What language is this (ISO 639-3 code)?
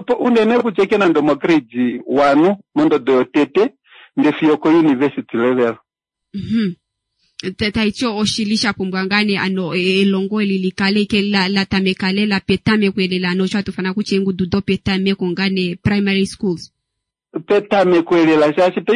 kua